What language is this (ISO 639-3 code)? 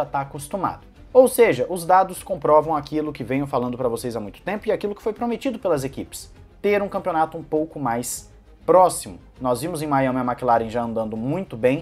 por